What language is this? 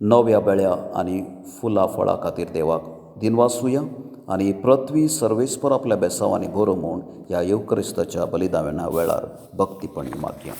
Konkani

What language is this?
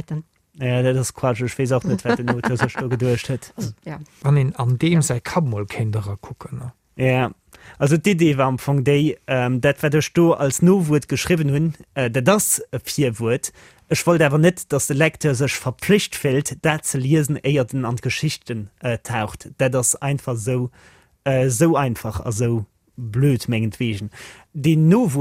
Luxembourgish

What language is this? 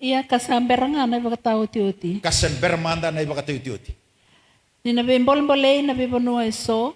Fijian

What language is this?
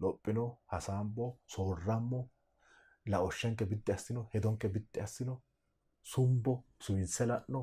Sidamo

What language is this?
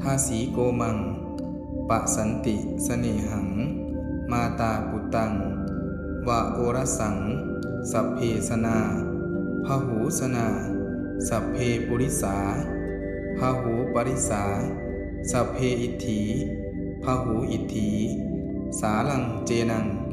Pali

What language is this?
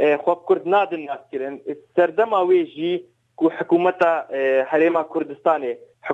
Kurdish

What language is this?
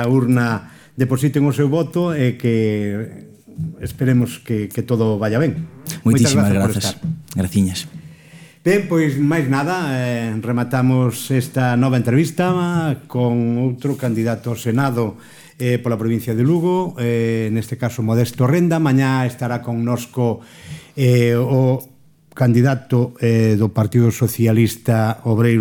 Galician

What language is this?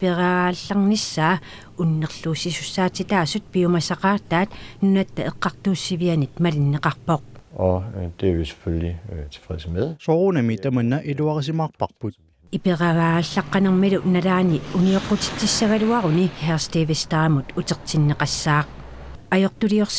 Kalaallisut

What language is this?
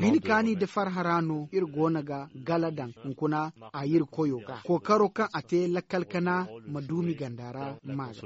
Zarma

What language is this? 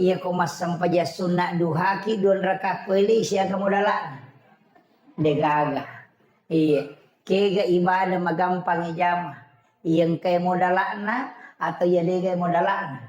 Buginese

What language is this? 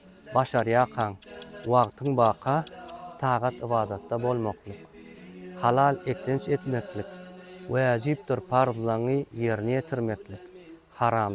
Turkmen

